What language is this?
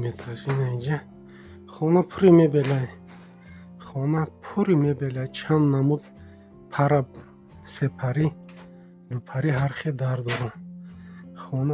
Tajik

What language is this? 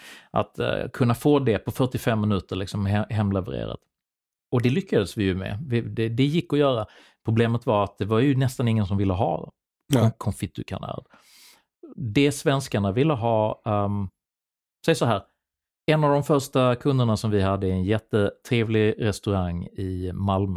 Swedish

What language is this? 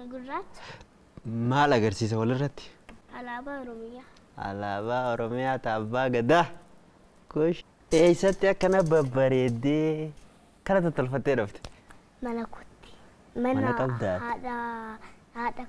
Oromo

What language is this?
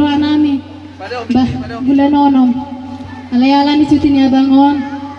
Batak Toba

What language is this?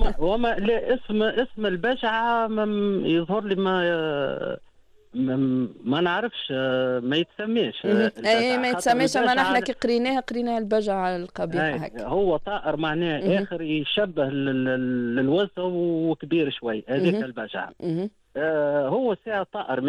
Tunisian Arabic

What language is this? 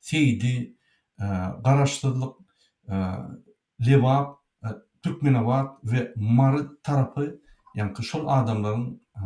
Turkmen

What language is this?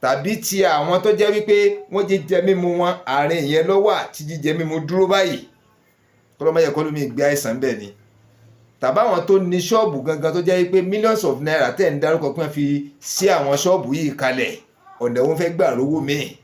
Yoruba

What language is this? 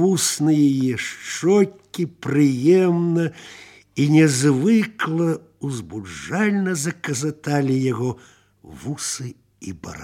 Belarusian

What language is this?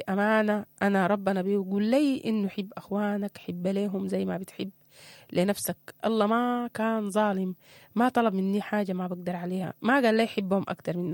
Sudanese Arabic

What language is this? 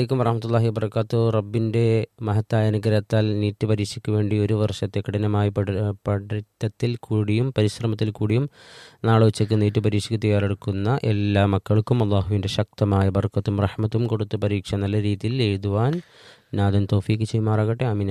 Malayalam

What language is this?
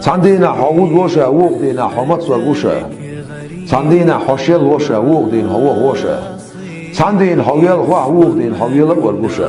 Chechen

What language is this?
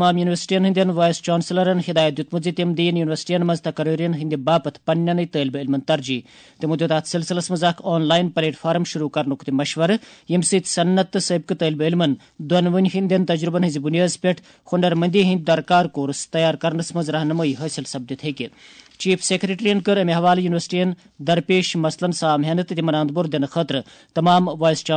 Kashmiri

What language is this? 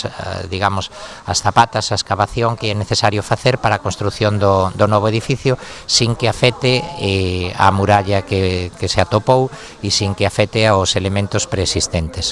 Galician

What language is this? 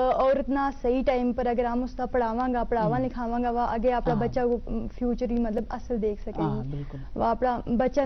Gujari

